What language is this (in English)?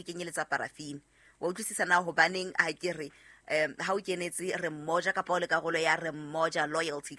Southern Sotho